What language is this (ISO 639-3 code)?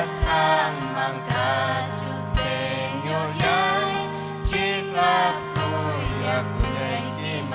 quy